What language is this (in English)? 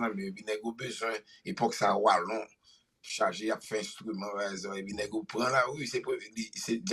Haitian Creole